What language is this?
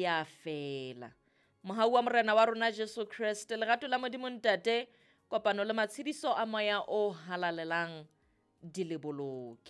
Southern Sotho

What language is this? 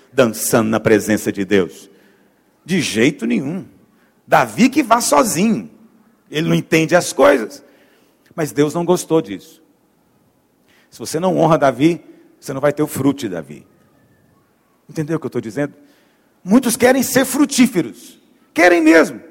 Portuguese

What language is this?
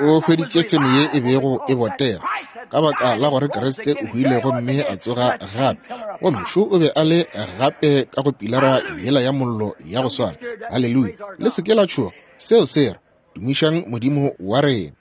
Northern Sotho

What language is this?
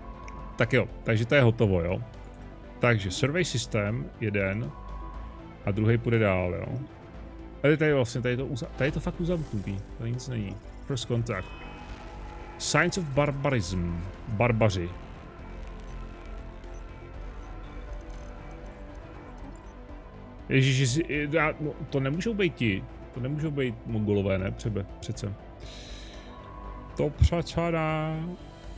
Czech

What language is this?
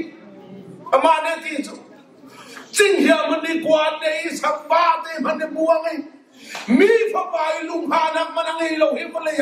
Hakha Chin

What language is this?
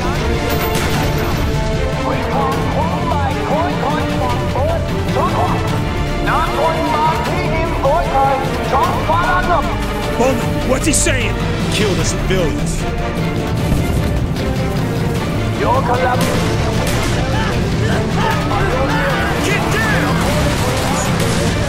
English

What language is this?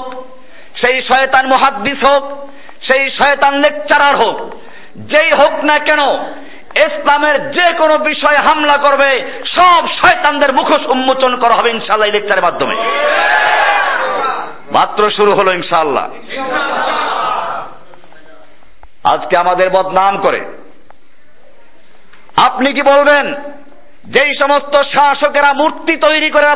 Bangla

